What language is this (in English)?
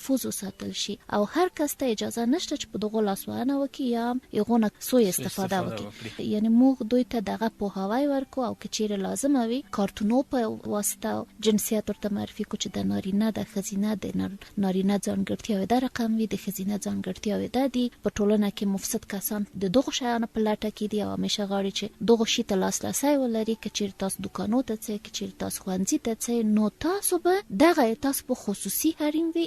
Pashto